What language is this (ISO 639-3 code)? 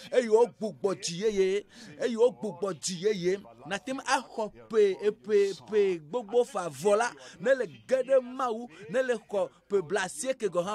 ewe